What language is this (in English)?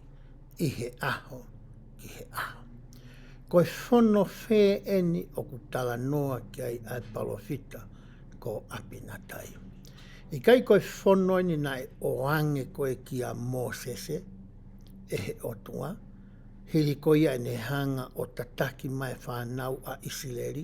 Tongan